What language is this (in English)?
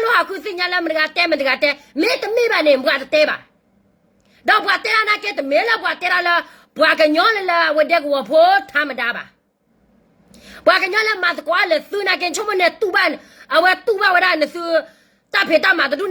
S'gaw Karen